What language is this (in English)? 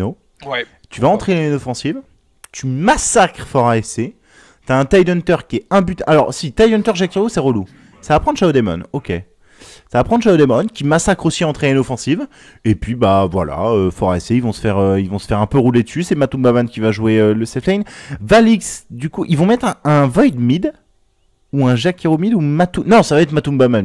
French